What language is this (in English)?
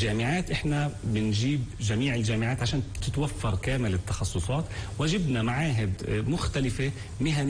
North Levantine Arabic